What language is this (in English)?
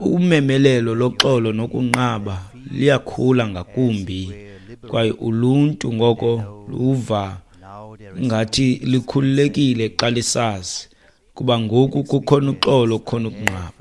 Xhosa